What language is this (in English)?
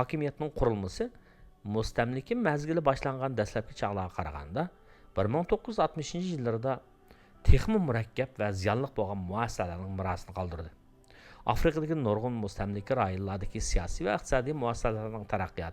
Uyghur